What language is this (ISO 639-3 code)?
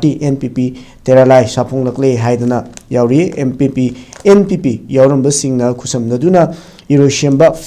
mni